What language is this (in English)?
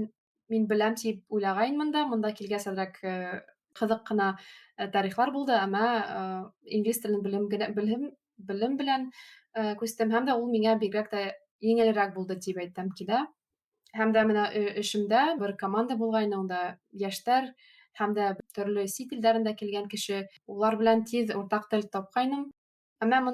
Bashkir